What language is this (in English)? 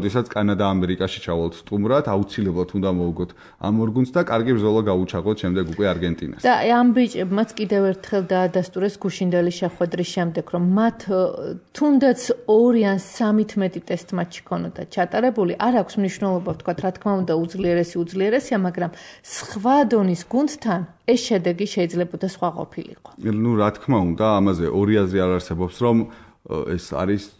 Georgian